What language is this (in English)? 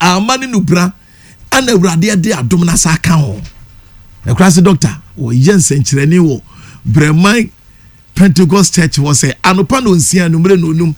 Akan